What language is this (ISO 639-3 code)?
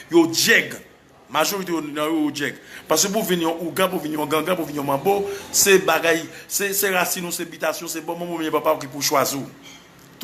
hat